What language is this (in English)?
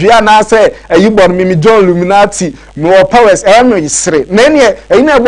Akan